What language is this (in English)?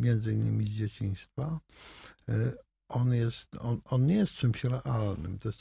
Polish